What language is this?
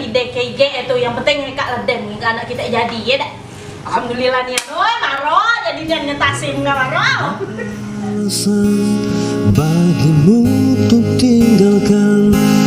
Musi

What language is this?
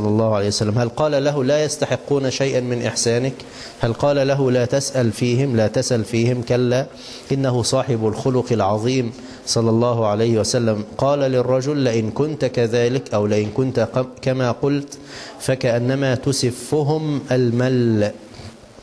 Arabic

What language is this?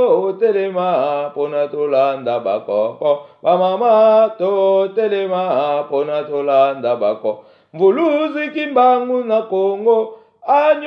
Lingala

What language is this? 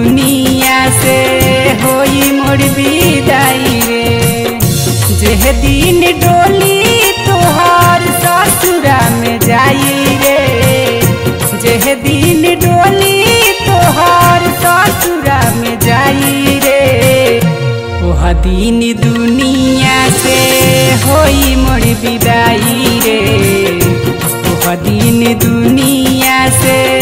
Bhojpuri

